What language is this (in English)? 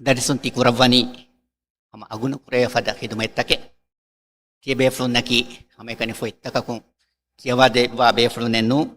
Divehi